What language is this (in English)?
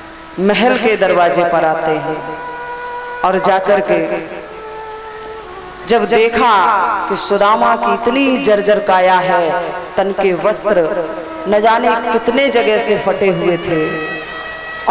Hindi